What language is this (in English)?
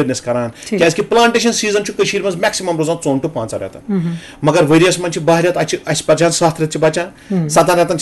Kashmiri